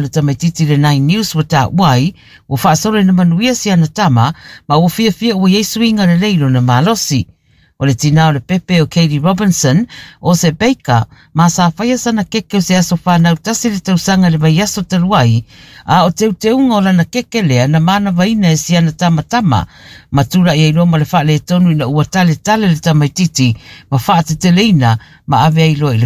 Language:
Samoan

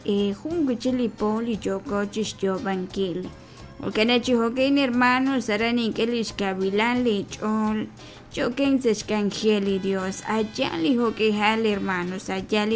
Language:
Kekchí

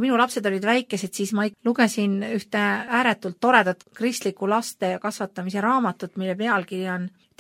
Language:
Estonian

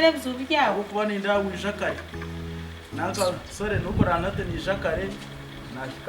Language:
Nyankole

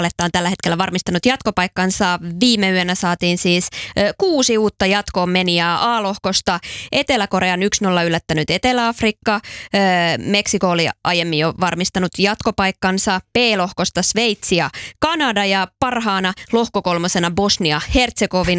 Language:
Finnish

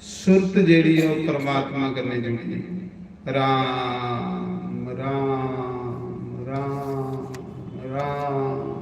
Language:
Dogri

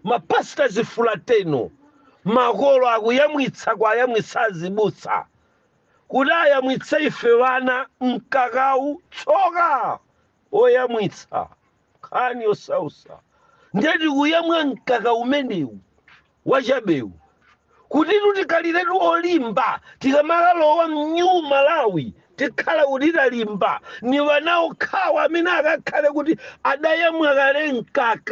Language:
Nyanja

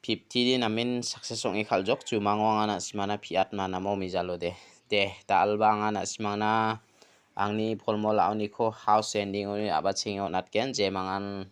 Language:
Garo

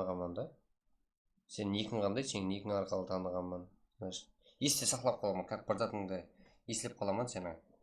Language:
Kara-Kalpak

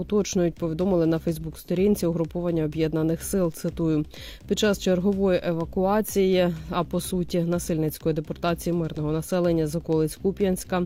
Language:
Ukrainian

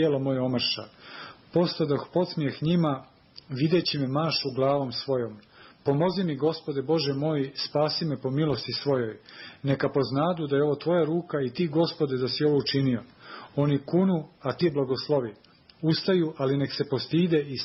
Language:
Serbian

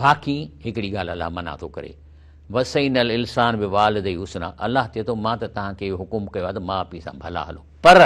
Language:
Sindhi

